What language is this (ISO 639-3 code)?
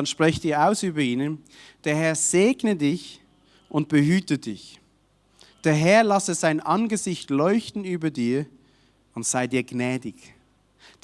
gsw